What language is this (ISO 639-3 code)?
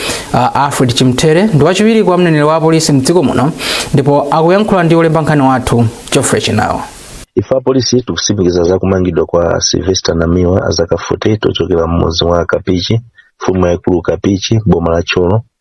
nya